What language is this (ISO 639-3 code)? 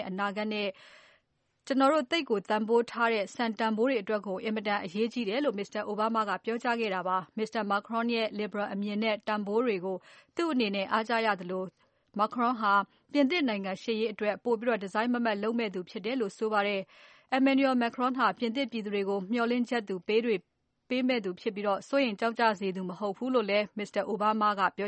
mya